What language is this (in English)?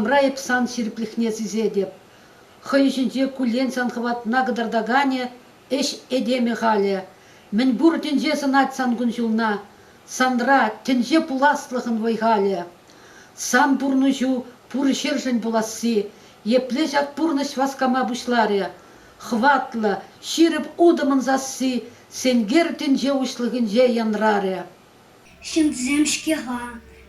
Chuvash